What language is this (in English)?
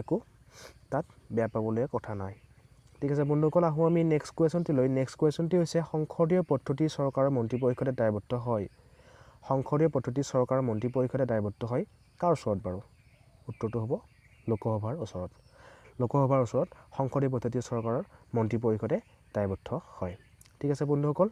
Assamese